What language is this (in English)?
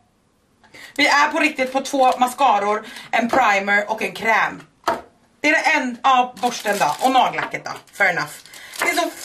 Swedish